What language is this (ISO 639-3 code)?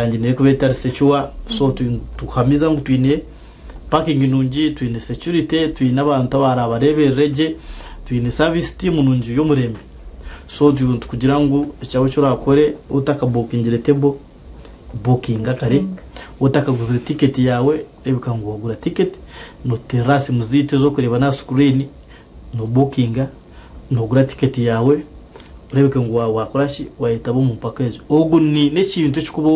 nyn